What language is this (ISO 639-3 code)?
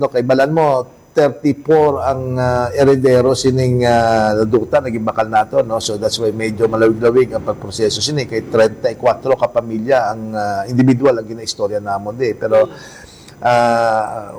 hil